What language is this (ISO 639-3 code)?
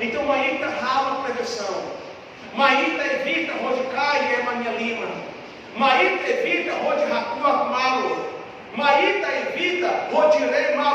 tet